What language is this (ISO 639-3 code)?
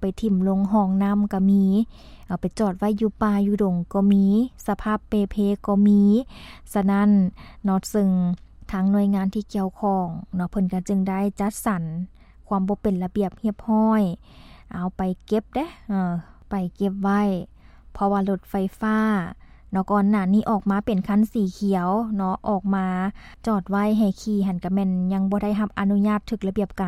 lao